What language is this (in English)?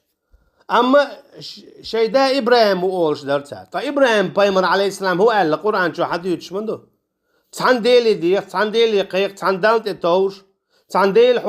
Chechen